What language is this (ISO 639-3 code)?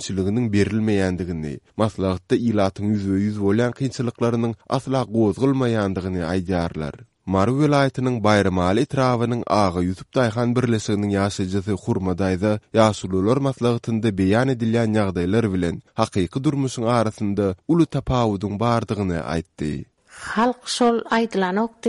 tuk